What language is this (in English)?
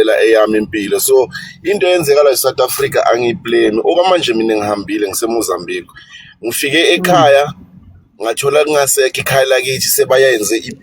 Zulu